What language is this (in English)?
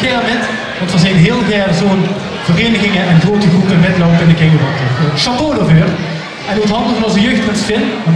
Limburgish